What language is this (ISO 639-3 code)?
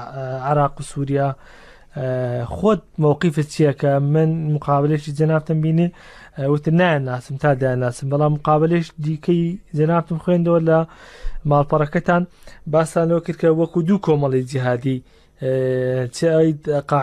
ckb